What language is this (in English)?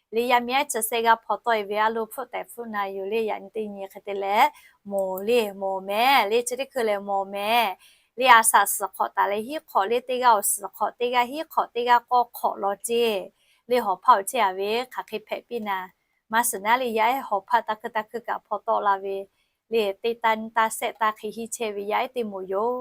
Lahu